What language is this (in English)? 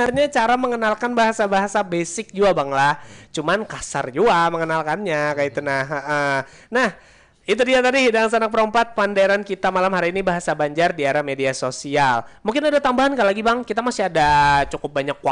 Banjar